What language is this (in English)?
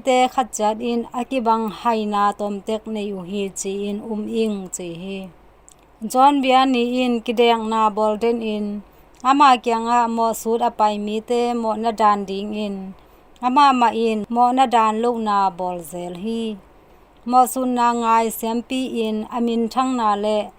Tedim Chin